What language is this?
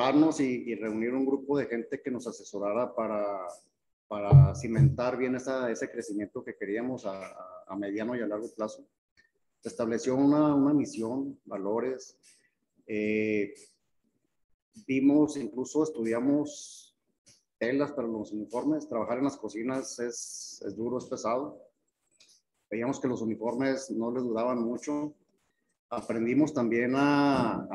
Spanish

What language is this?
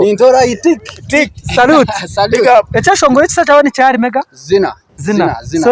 Nyankole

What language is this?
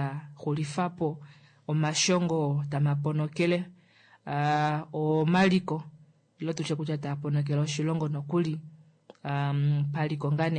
Kuanyama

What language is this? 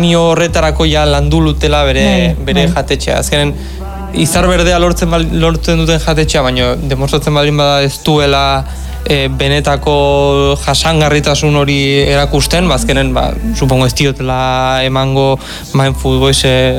Basque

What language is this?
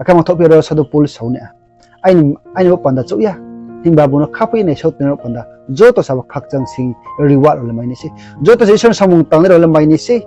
Riang (India)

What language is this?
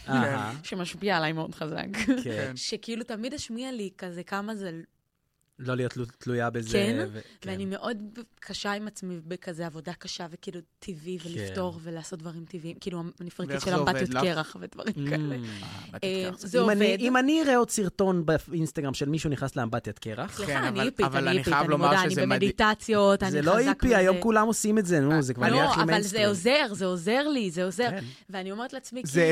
Hebrew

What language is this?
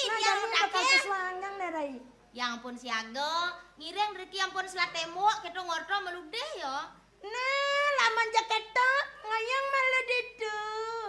Balinese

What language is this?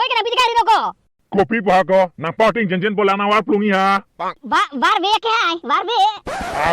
Karbi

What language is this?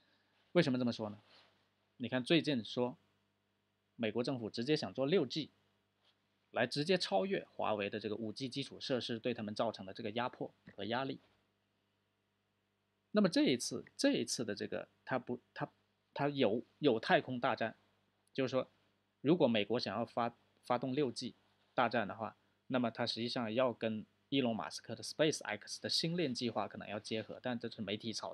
Chinese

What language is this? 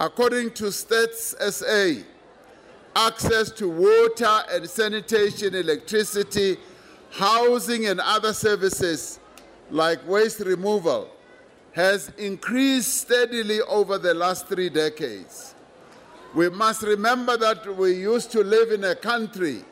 English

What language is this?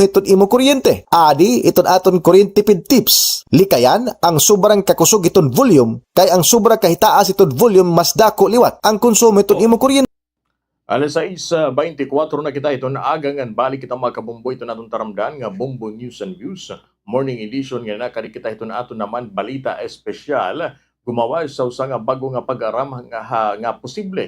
Waray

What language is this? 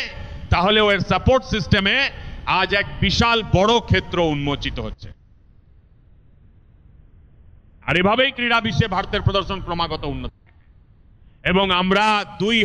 Bangla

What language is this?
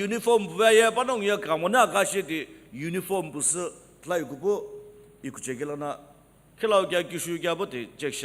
Sumi Naga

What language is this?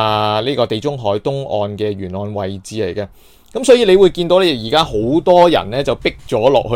Cantonese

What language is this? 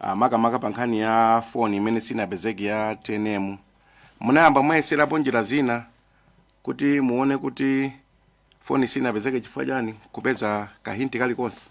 Nyanja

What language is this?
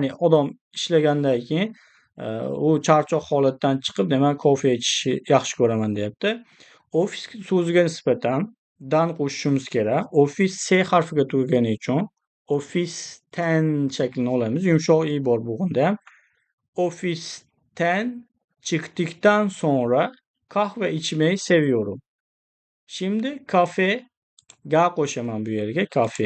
Uzbek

